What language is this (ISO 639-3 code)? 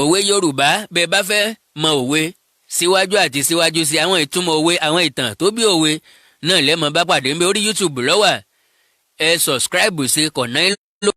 yor